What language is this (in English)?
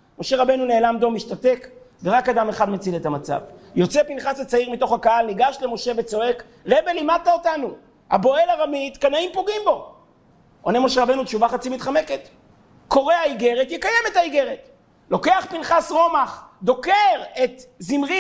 Hebrew